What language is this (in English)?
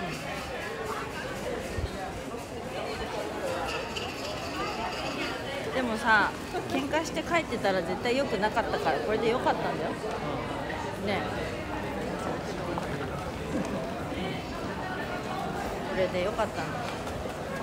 Japanese